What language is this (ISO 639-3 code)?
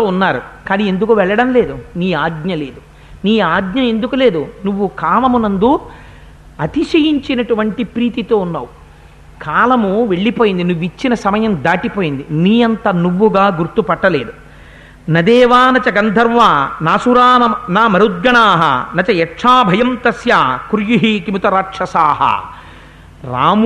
tel